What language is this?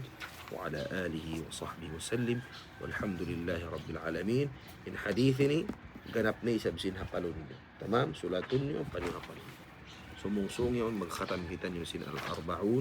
Tausug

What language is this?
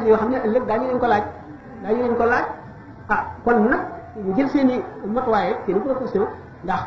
Wolof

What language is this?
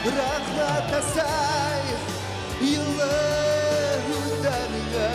Bashkir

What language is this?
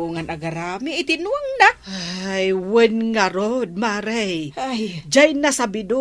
Iloko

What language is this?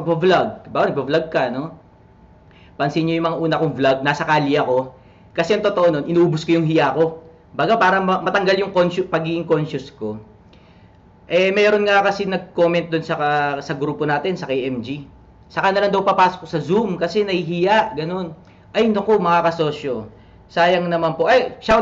Filipino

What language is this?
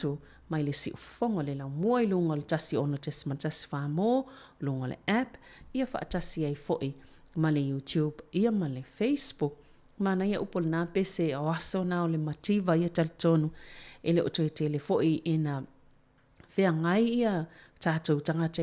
Samoan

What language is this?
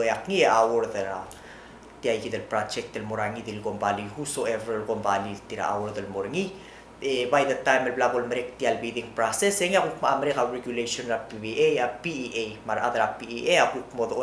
Palauan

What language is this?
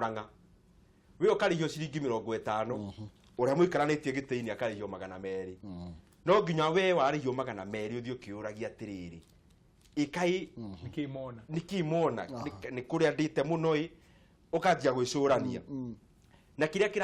Kikuyu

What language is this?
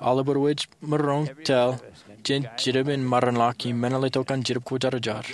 Marshallese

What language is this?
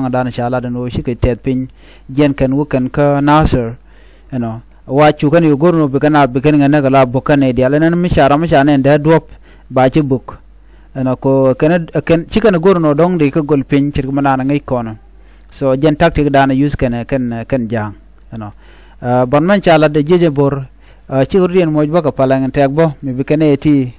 Nuer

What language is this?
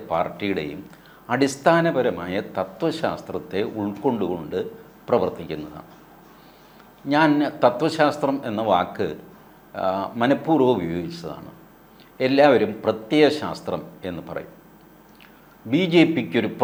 Malayalam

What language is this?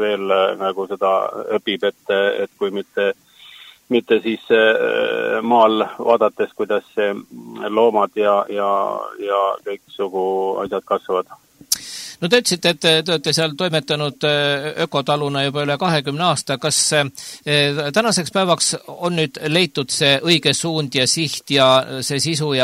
Estonian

